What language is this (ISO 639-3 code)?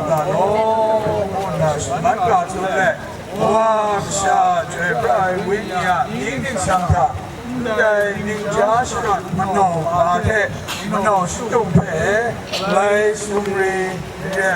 kac